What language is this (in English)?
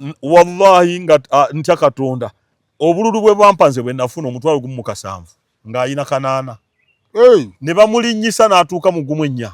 Ganda